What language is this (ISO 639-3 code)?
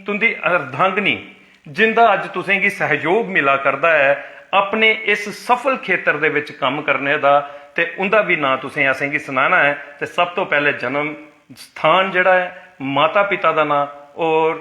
doi